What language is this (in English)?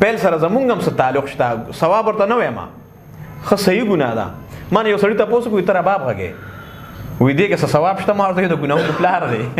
Pashto